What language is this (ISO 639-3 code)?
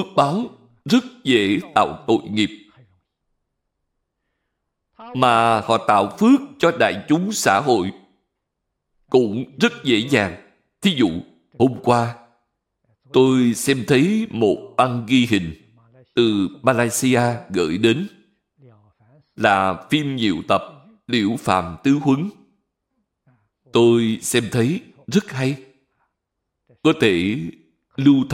vie